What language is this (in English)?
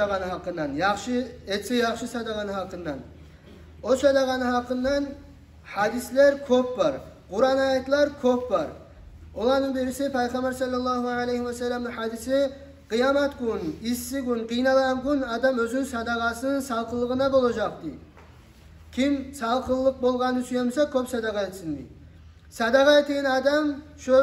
Kumyk